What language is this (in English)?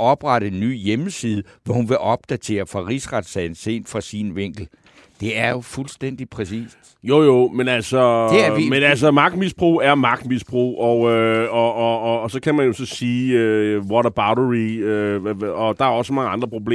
Danish